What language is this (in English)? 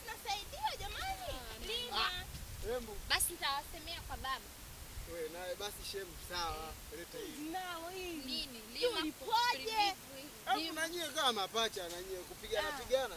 Swahili